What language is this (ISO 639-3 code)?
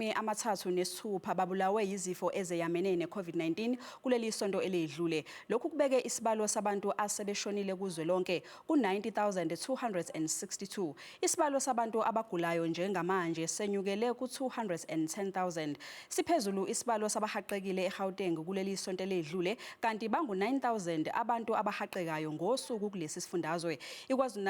zul